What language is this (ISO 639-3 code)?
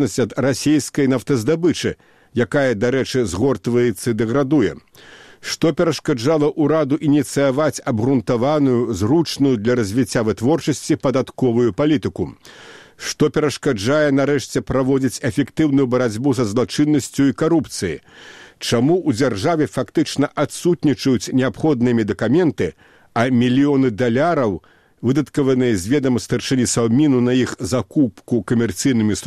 bel